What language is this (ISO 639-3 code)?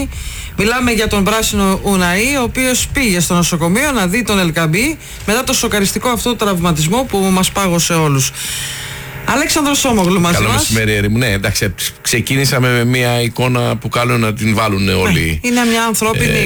ell